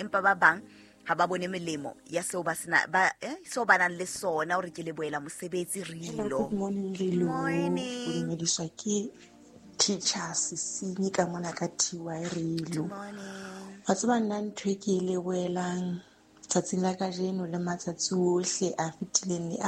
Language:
Southern Sotho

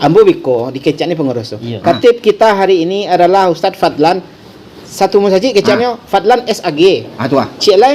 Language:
Minangkabau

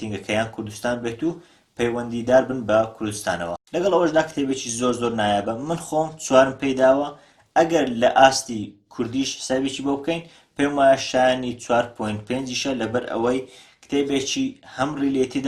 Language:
Central Kurdish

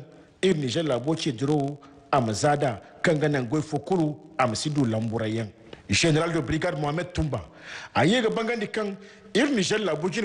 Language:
Zarma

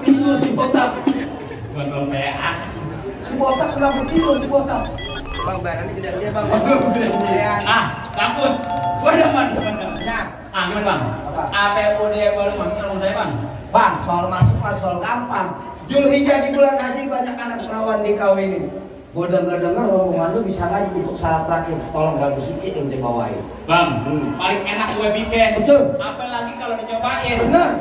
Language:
Betawi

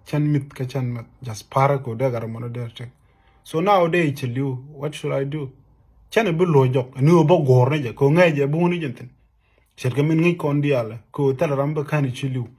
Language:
Nuer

